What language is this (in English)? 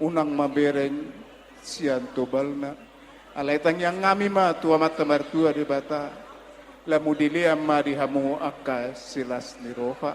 Batak Toba